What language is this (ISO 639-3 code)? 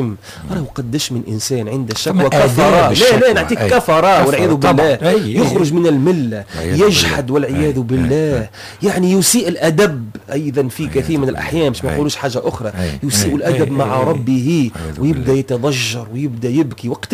aeb